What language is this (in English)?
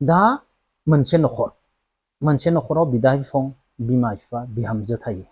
Bodo